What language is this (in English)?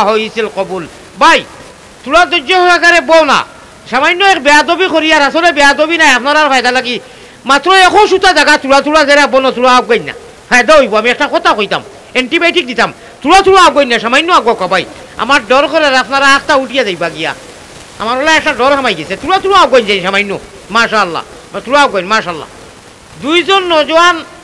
Sylheti